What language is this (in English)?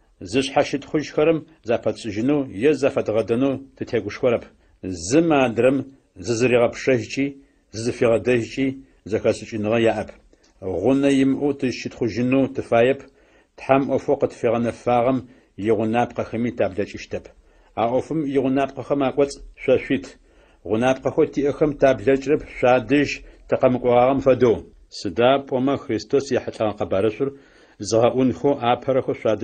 Adyghe